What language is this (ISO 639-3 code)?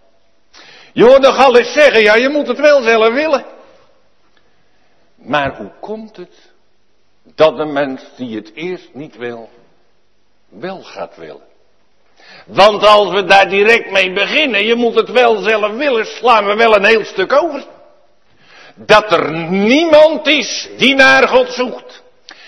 nld